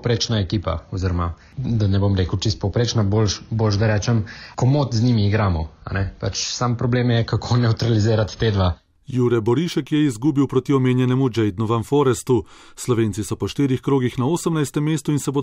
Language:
Slovenian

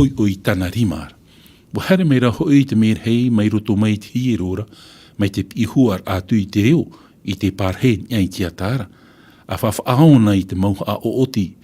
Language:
Tahitian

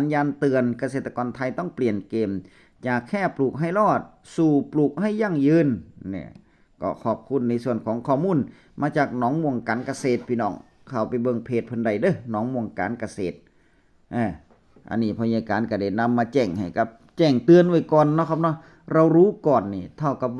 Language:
Northeastern Thai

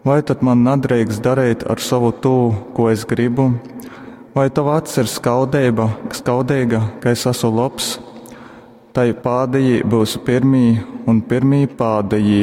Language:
Latgalian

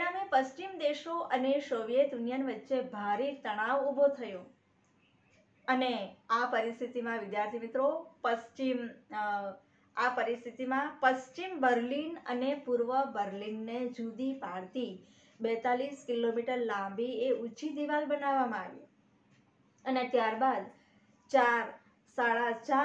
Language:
Gujarati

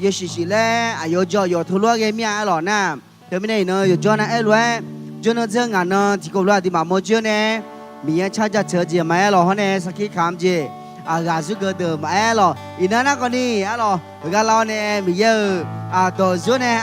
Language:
Akha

